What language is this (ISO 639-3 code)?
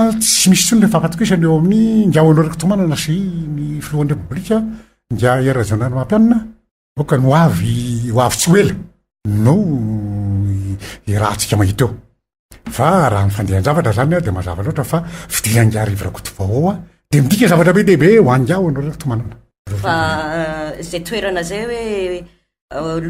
mlg